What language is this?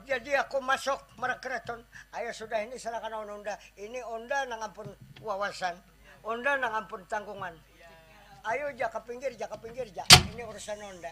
Banjar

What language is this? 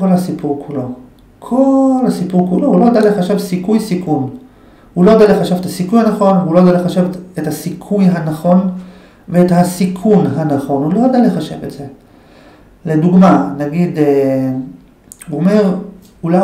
Hebrew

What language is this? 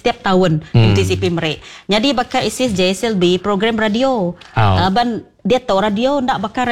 Iban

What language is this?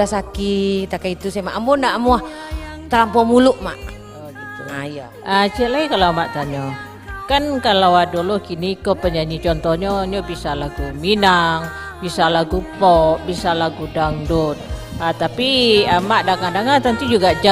Minangkabau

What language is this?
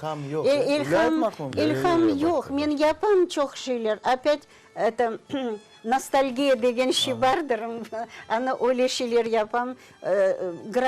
Crimean Tatar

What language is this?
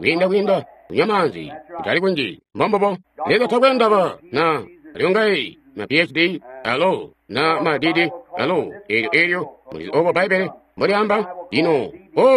Tonga (Zambia)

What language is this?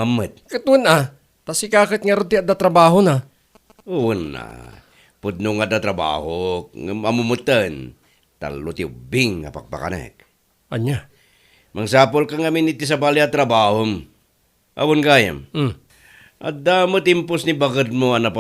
Iloko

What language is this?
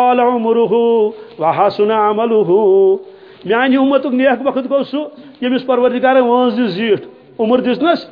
Kashmiri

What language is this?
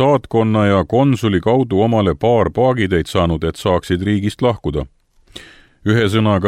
Estonian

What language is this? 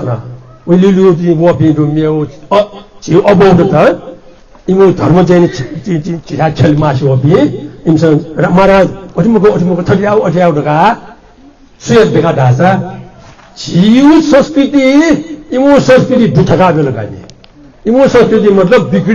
Newari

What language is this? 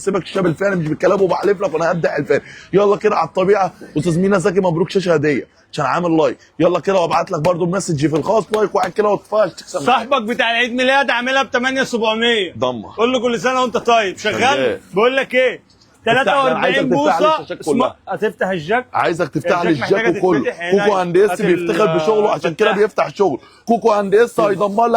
Egyptian Arabic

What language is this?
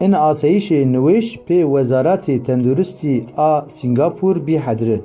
Zaza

